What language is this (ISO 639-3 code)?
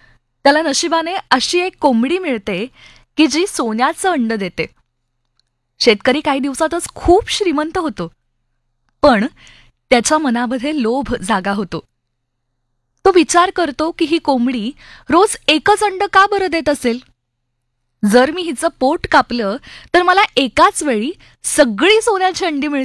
mar